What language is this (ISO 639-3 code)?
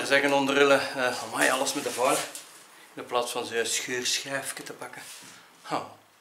nld